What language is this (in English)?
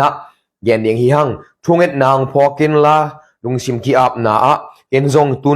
Tedim Chin